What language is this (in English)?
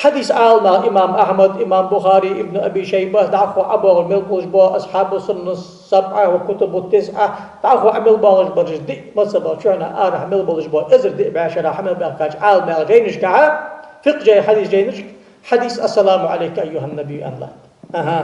Ingush